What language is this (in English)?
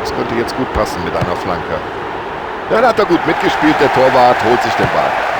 Bavarian